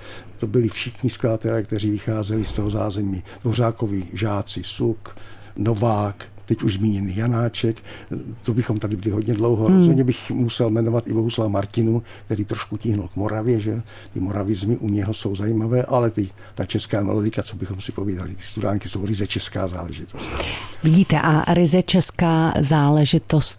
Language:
Czech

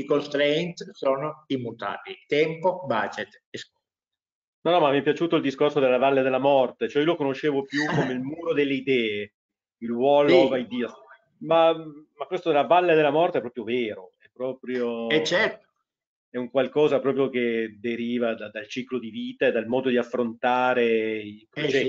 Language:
Italian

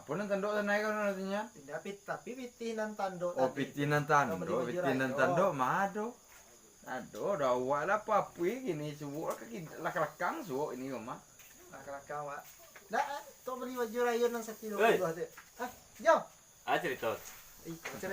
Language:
Minangkabau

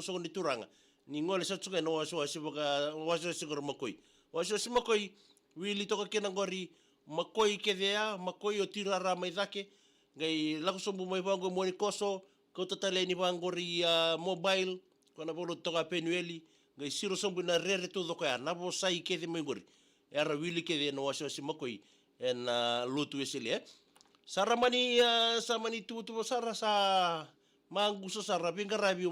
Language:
Fijian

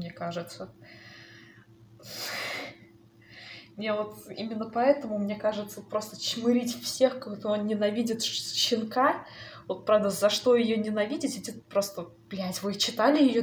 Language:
Russian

